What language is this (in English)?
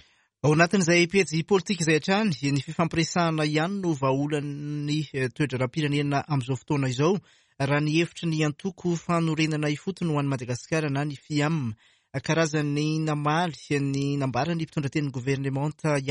Malagasy